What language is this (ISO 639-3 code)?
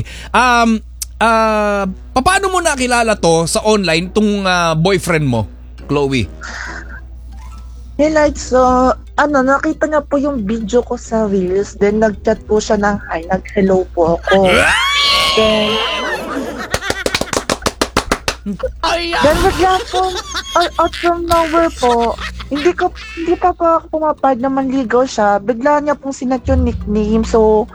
fil